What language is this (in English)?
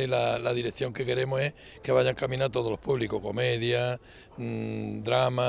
Spanish